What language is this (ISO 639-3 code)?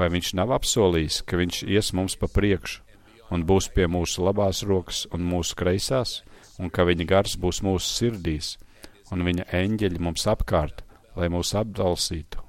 lav